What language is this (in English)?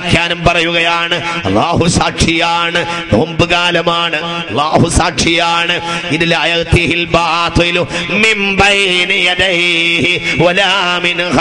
Malayalam